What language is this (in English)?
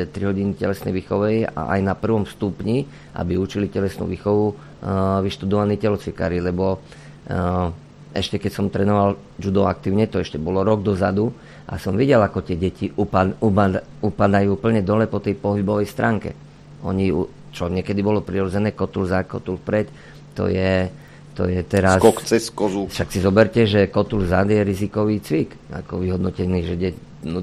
Slovak